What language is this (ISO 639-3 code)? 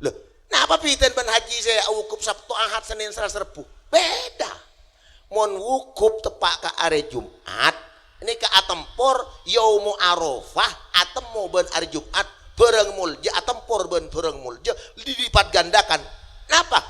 mad